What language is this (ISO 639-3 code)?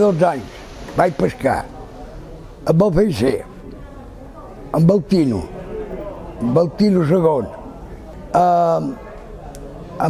cat